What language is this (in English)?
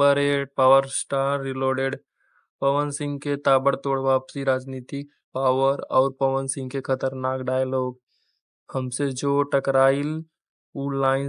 Bhojpuri